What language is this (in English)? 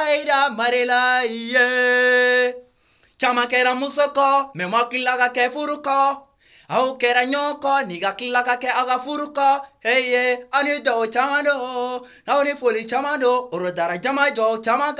Luo (Kenya and Tanzania)